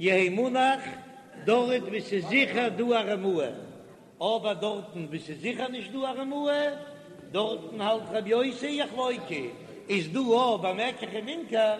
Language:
Yiddish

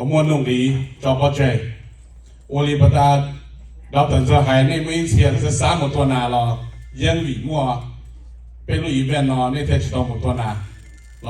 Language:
Hmong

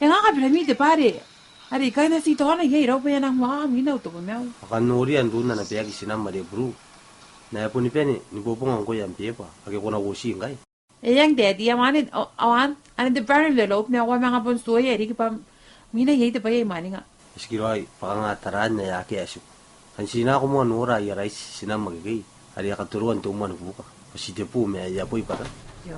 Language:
Gilbertese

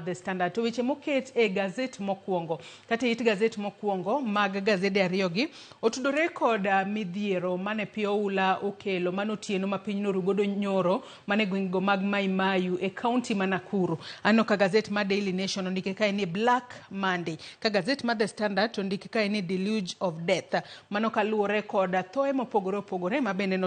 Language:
Luo (Kenya and Tanzania)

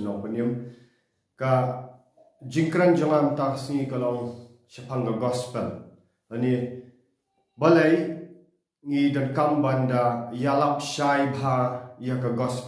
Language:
Khasi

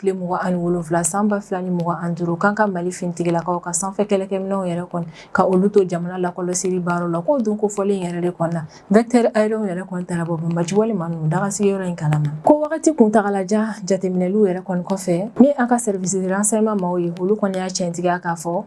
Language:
Bambara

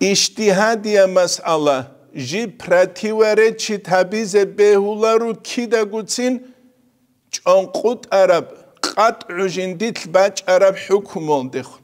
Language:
Avaric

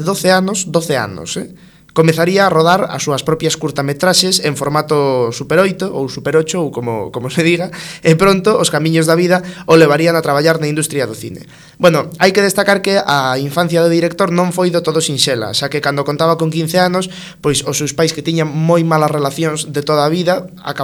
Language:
Galician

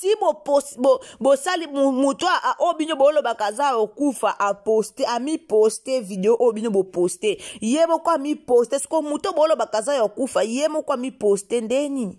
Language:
Lingala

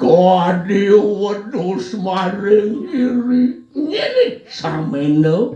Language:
Balinese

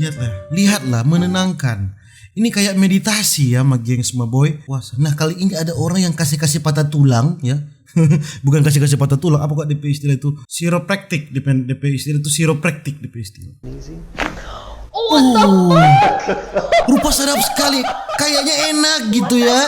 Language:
Manado Malay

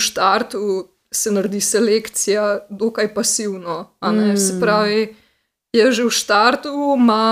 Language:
Slovenian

